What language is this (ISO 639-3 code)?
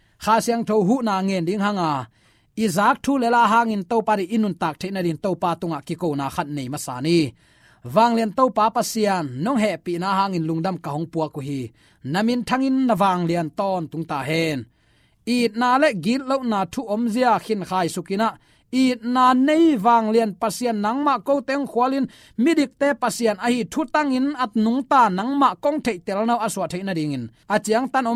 ctd